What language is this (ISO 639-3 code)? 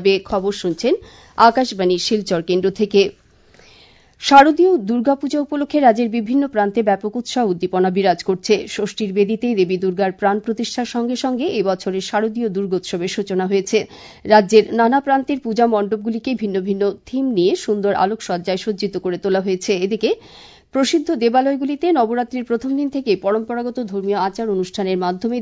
ben